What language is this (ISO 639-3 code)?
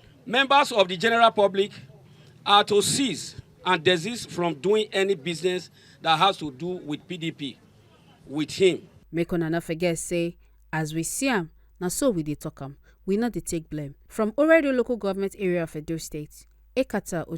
pcm